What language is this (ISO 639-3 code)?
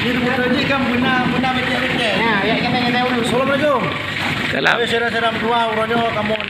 ace